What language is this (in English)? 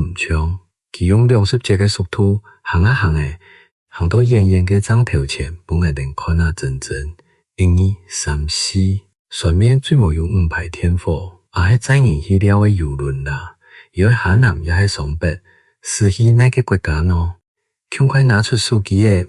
Hakka Chinese